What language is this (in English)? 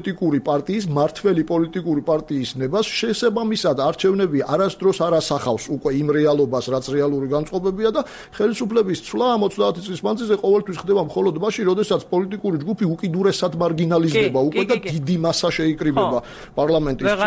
Georgian